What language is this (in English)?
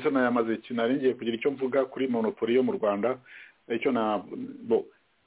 Kinyarwanda